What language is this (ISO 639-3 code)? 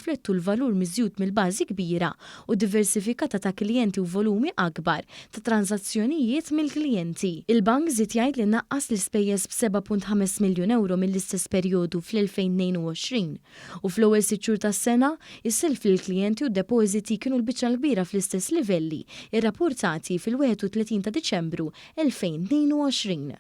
mlt